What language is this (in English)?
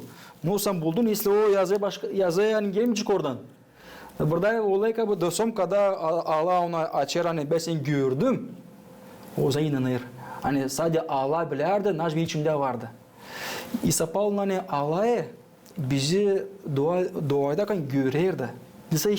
Gagauz